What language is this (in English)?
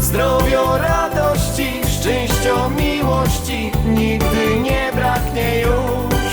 Silesian